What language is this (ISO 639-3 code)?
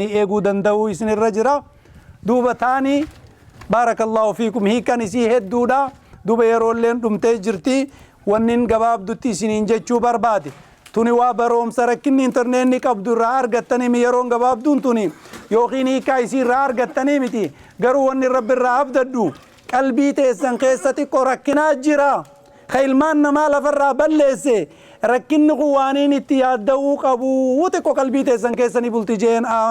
orm